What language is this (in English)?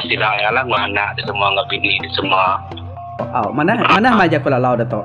Iban